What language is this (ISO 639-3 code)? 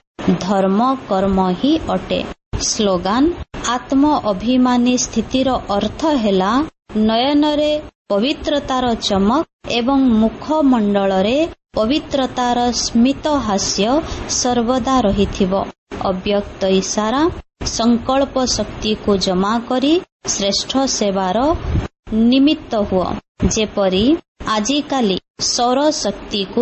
ori